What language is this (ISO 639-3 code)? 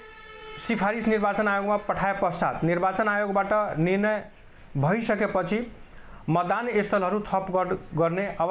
nep